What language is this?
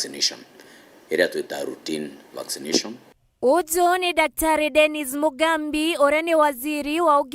Meru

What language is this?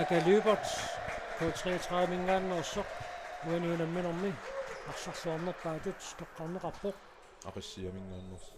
Kalaallisut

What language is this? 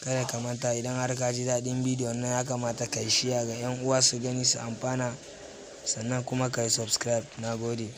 Hausa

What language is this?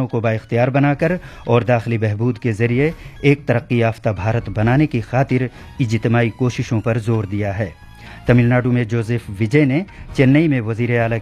Urdu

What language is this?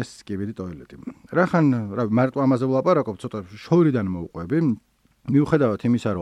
Georgian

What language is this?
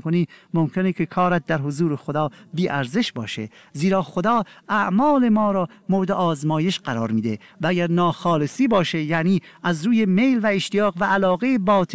Persian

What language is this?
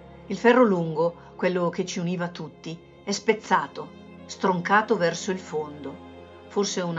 Italian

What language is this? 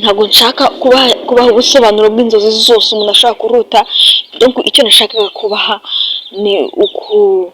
Kinyarwanda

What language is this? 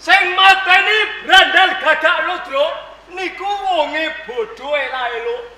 Javanese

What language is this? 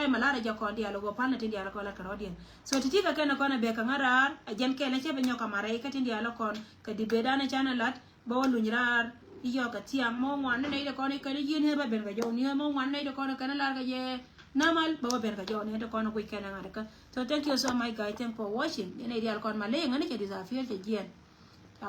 Nuer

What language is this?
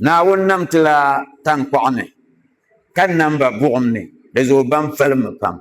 Dagbani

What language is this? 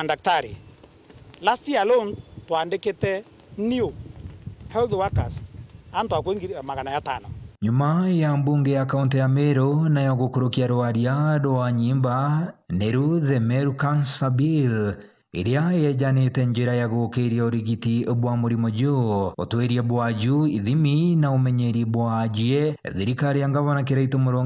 Meru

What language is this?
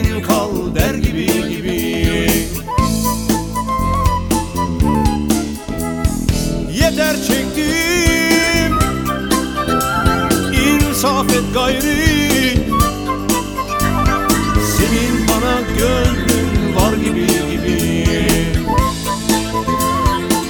Turkish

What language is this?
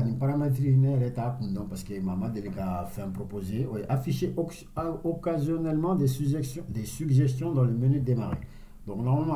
Bambara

